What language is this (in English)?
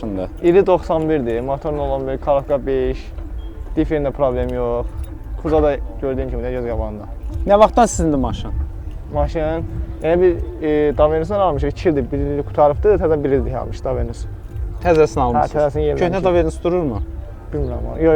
Azerbaijani